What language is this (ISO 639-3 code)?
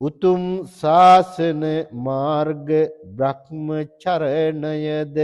sin